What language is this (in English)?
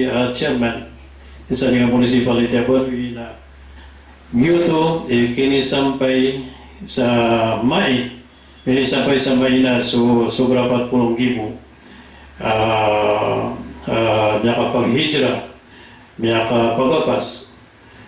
Maranao